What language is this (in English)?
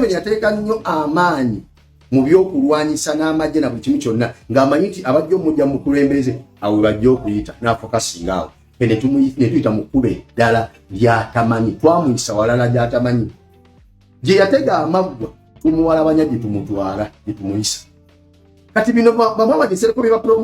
Ganda